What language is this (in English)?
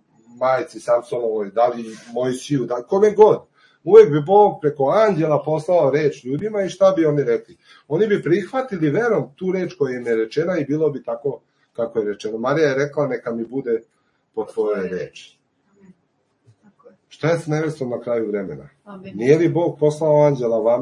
Serbian